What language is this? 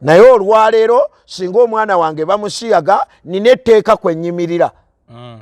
Ganda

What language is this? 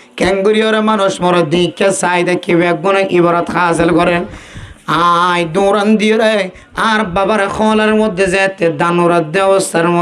Rohingya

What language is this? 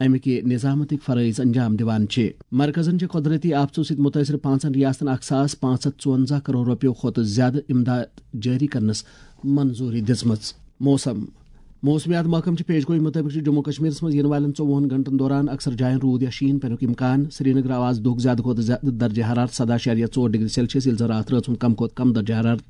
Kashmiri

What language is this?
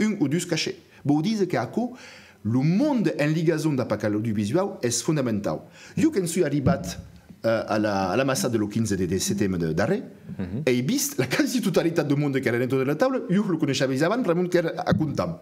Occitan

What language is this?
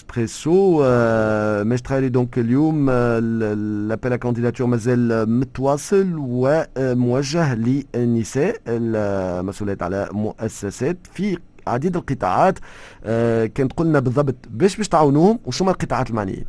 Tunisian Arabic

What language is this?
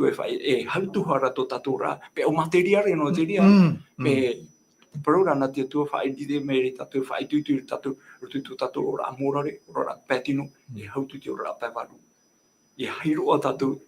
Tahitian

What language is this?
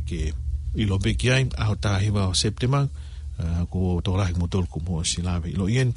Tongan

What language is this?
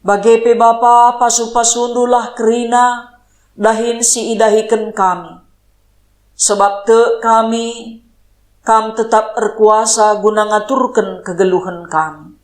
Batak Karo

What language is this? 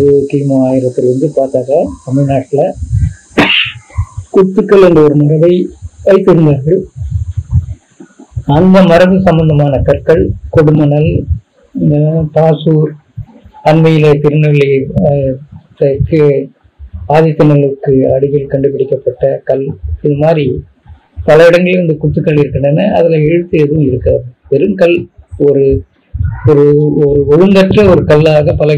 Tamil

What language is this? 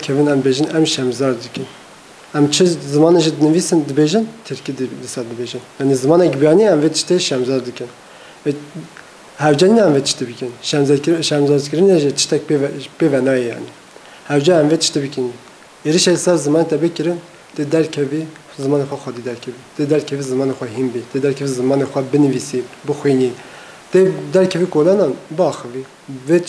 Kurdish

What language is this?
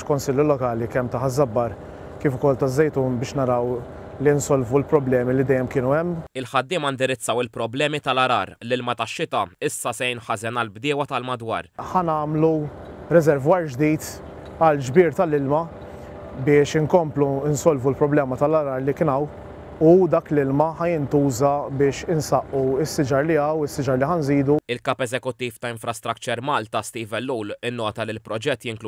Maltese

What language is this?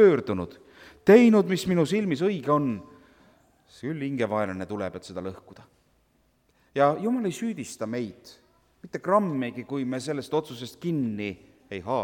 Estonian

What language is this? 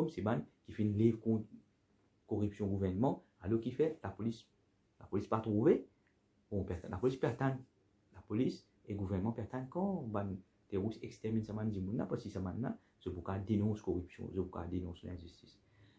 Morisyen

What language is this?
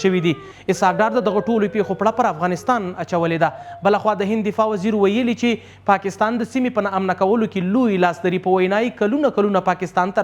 Pashto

